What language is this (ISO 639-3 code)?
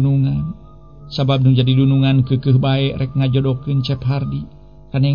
sun